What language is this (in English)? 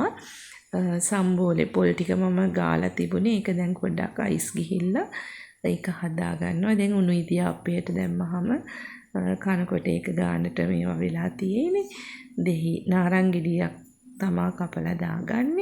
Sinhala